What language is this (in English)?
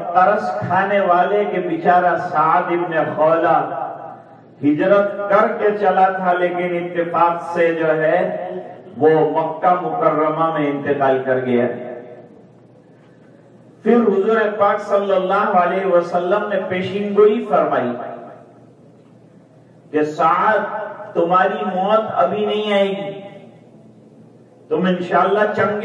Urdu